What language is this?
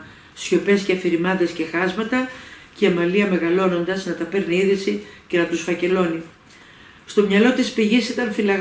Greek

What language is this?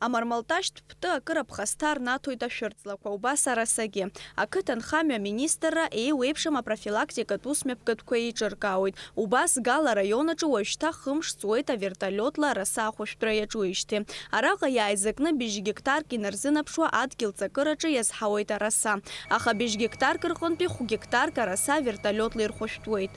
Abkhazian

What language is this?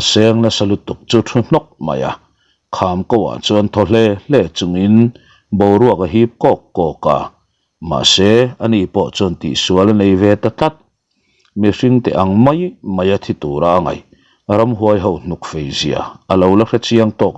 Mizo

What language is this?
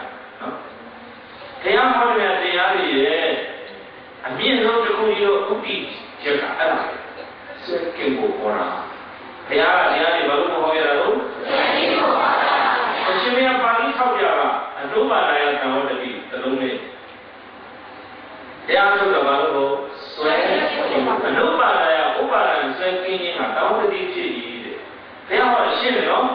Burmese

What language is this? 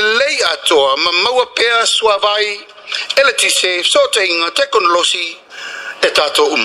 Samoan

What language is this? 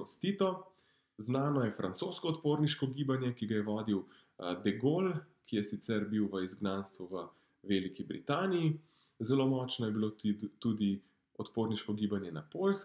Slovenian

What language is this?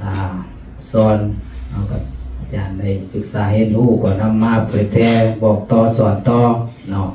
Lao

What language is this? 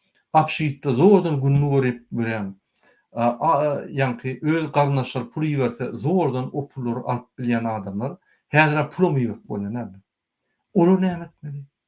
Turkmen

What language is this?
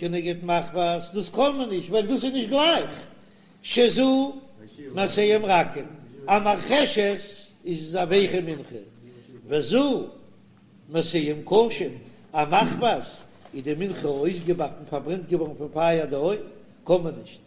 Yiddish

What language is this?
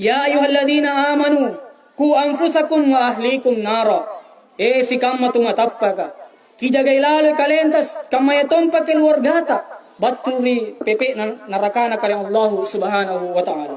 Makasar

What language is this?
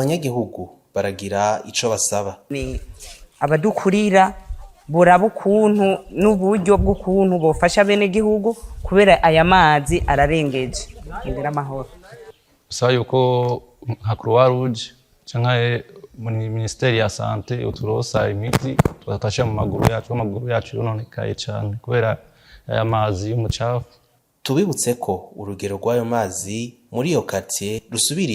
Rundi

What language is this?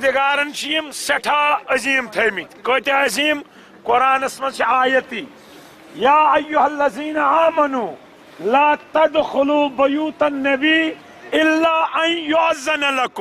Kashmiri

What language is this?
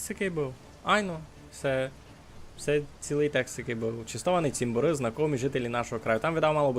Rusyn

